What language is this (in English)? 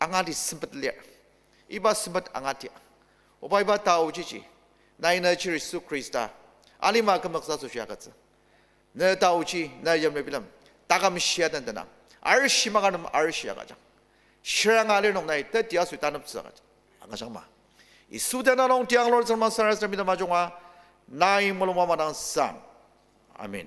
Ao Naga